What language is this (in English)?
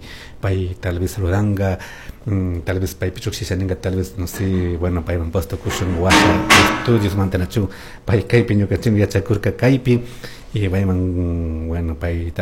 Chimborazo Highland Quichua